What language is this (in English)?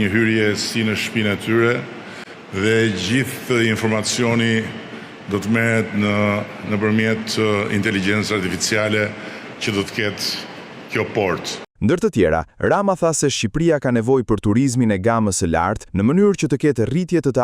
Albanian